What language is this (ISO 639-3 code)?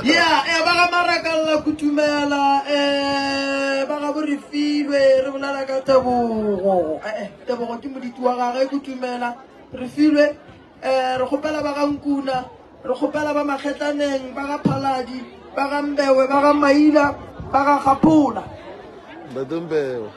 nso